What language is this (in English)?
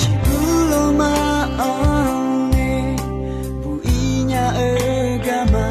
Akha